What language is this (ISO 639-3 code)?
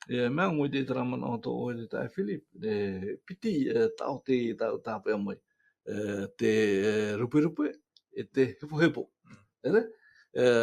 tah